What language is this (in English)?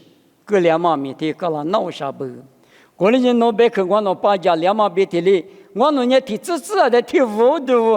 Lisu